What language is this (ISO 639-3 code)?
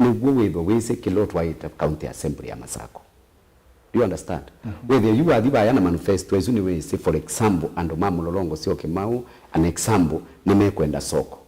kam